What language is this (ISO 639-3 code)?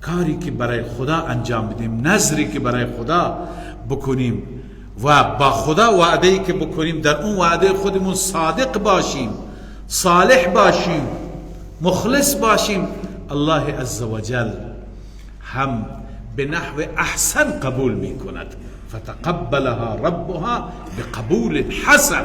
fas